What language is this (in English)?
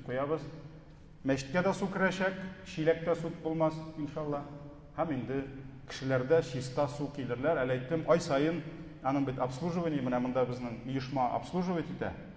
Tatar